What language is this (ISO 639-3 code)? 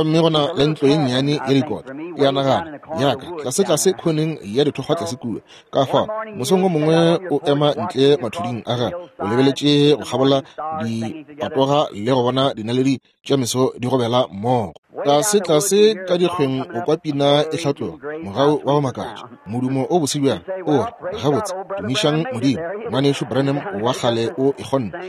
nso